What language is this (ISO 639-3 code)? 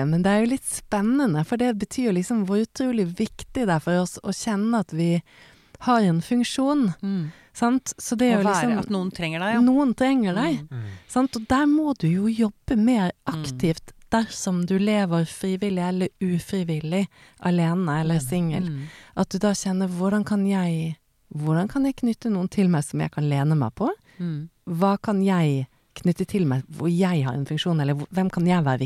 nor